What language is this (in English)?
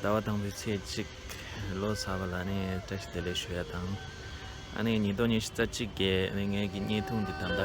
Tibetan